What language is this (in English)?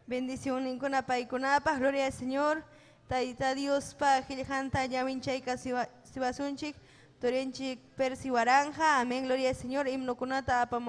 Ayacucho Quechua